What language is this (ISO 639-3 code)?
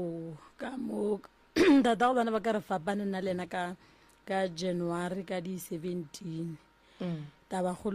nso